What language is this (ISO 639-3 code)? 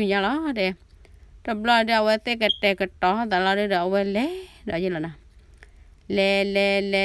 ksw